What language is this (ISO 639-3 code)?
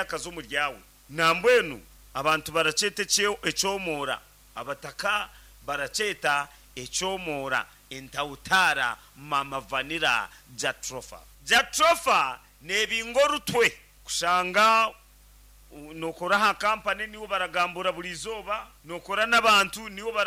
nyn